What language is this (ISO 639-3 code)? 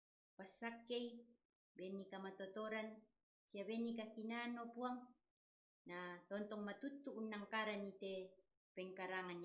sda